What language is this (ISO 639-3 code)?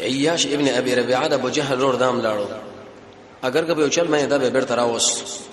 pus